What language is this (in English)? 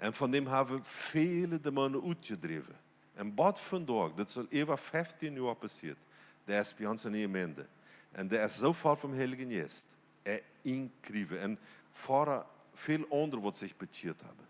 Plautdietsch